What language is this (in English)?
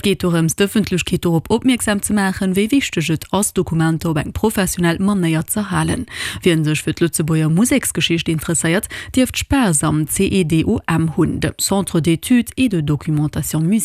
Luxembourgish